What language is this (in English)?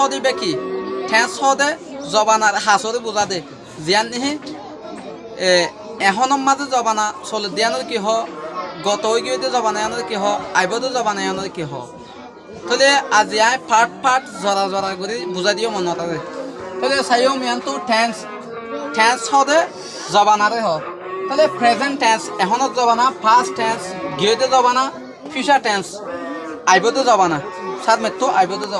Rohingya